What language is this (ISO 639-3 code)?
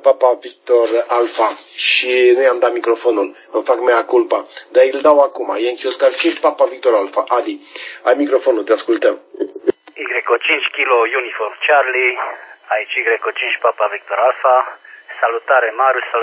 ron